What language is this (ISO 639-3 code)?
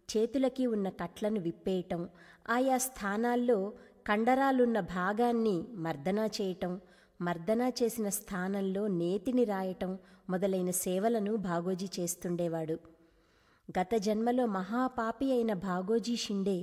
tel